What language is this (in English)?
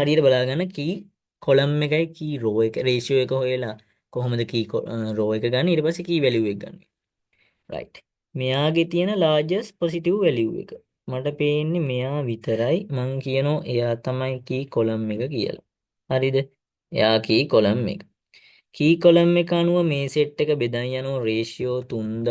Sinhala